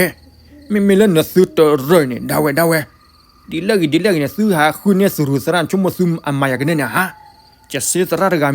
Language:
S'gaw Karen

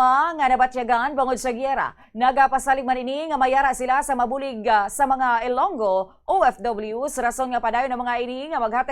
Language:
Hiligaynon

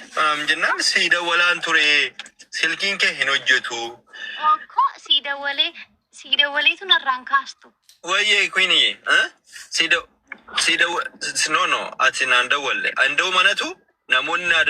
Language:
Oromo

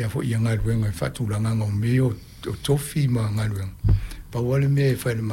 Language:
Samoan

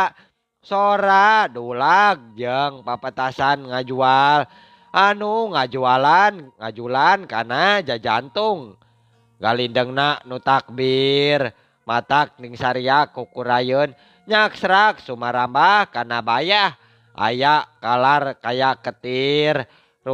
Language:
Sundanese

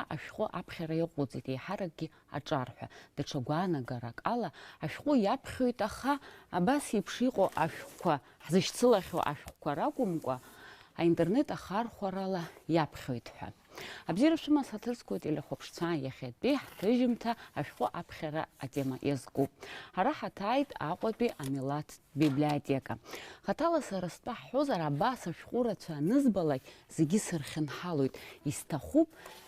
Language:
Abkhazian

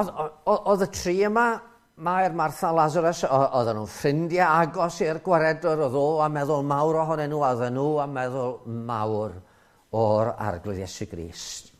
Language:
Welsh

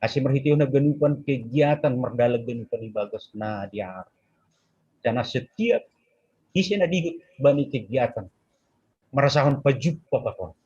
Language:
Batak Simalungun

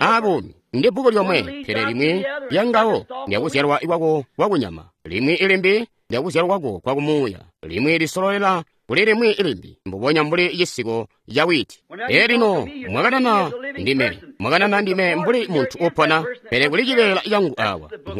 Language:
Tonga (Zambia)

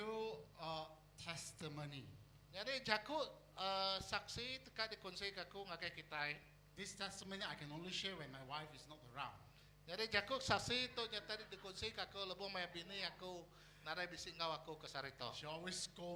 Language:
Iban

